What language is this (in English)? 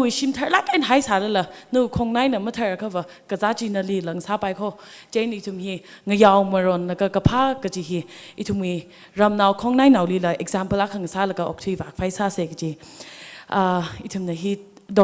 Tangkhul Naga (India)